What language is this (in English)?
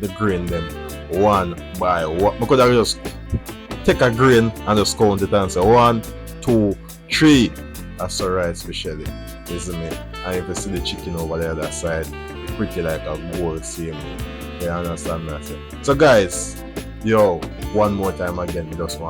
Jamaican Creole English